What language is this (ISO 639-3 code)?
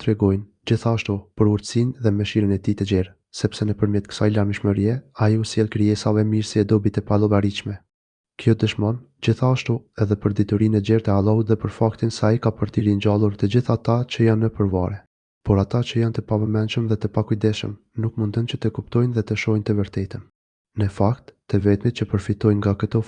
sqi